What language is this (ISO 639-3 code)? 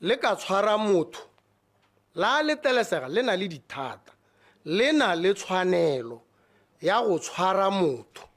tsn